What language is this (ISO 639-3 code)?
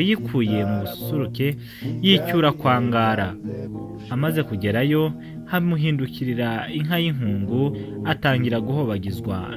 kin